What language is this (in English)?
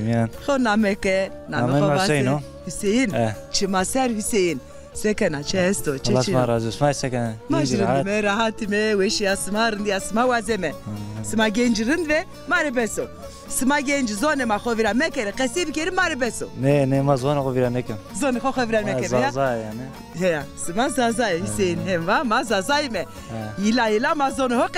Zaza